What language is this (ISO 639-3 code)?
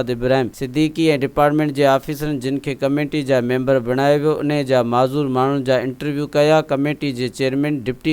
snd